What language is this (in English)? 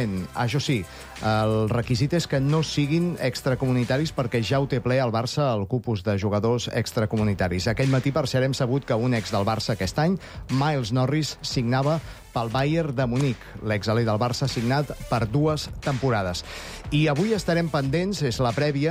Catalan